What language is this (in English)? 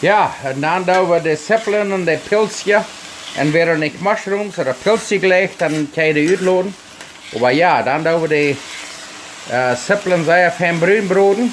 Plautdietsch